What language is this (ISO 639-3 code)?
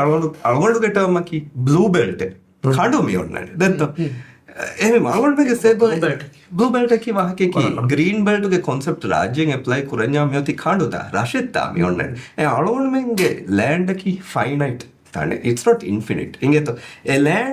div